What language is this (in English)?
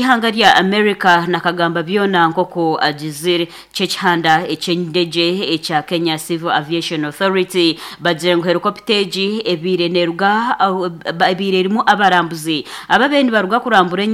Nyankole